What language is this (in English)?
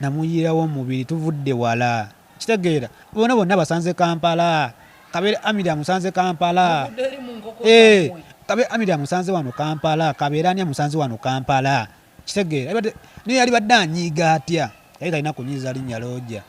Ganda